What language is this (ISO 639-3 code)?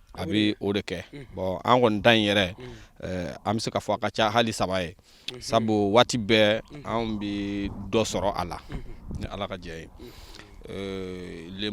bam